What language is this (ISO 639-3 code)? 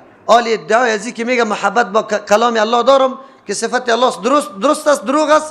fas